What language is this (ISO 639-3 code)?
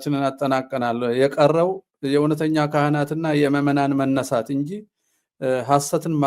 amh